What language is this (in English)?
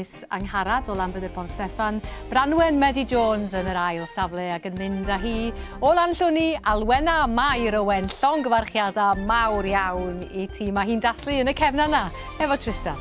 Welsh